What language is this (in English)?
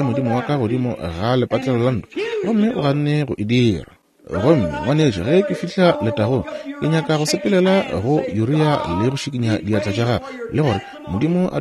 Northern Sotho